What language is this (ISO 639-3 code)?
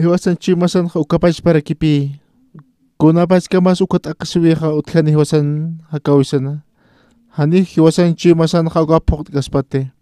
aym